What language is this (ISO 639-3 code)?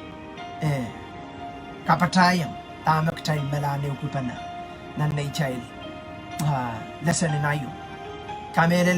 pon